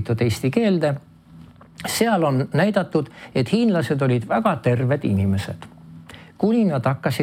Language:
Estonian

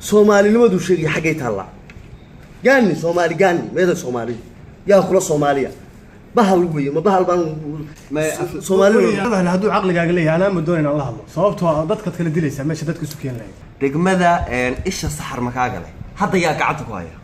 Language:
Somali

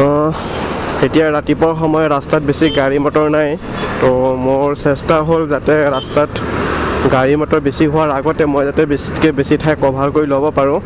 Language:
Assamese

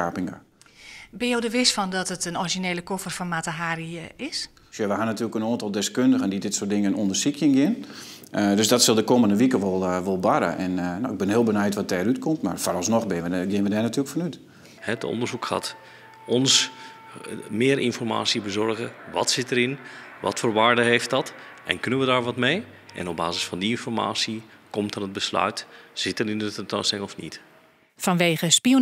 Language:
Western Frisian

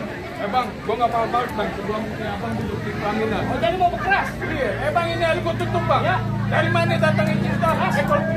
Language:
Betawi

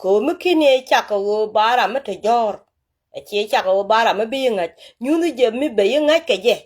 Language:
Nuer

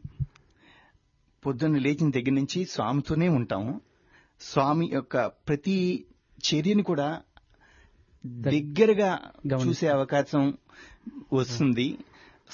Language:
Telugu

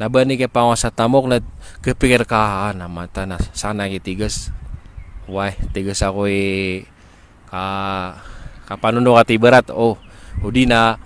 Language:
Maranao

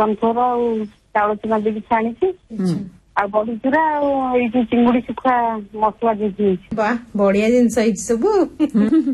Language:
Odia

